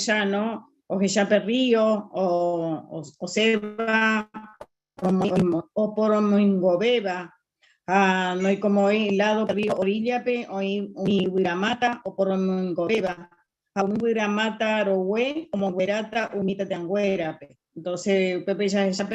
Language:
Guarani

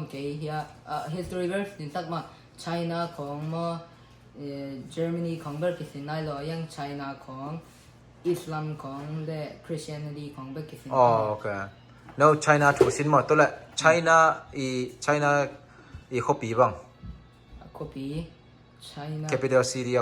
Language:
Tedim Chin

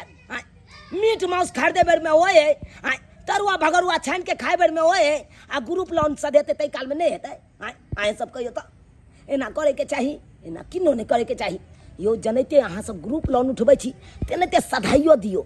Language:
Maithili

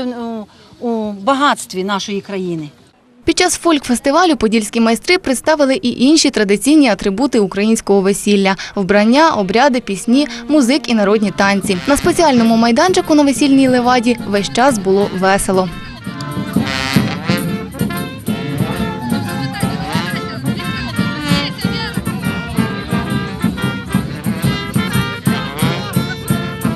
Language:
Ukrainian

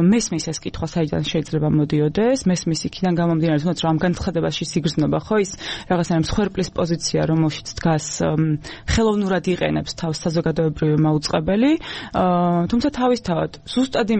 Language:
Georgian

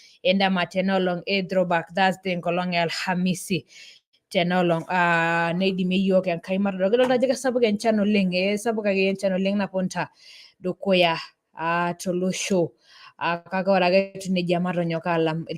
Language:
Masai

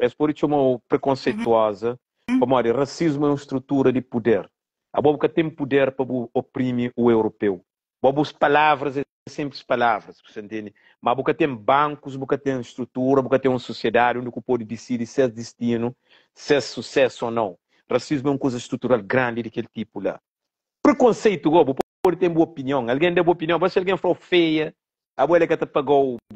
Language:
Kabuverdianu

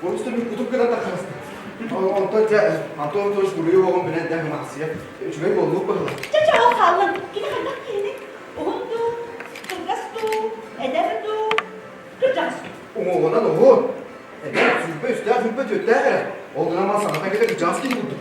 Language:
Yakut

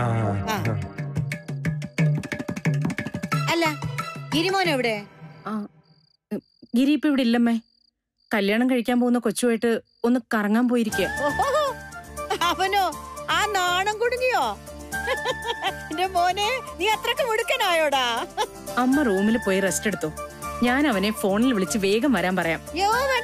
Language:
Malayalam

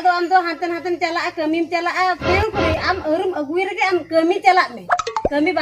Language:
Santali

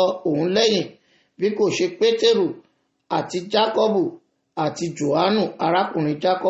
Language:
Yoruba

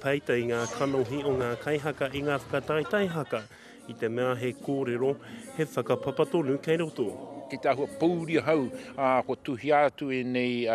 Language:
Māori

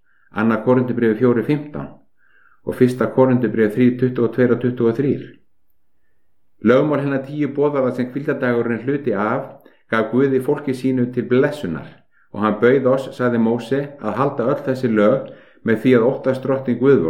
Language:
Icelandic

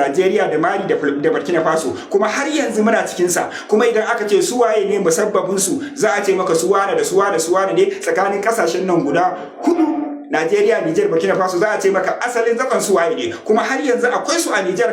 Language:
Hausa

